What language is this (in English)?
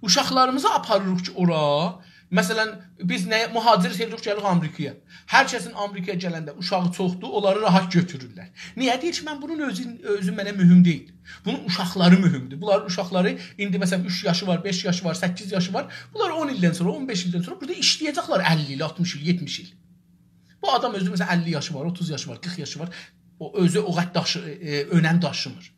South Azerbaijani